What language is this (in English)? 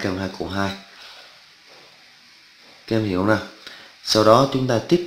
Vietnamese